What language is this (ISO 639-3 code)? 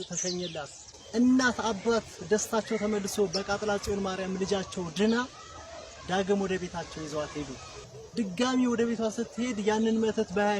amh